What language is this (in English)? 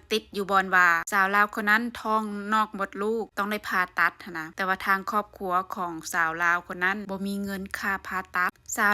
Lao